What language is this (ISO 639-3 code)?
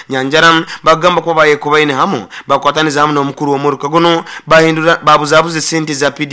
nyo